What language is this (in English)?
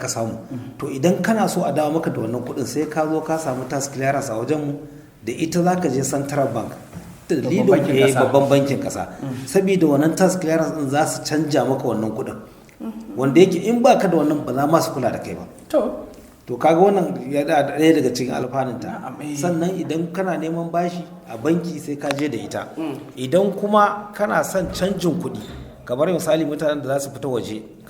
Hausa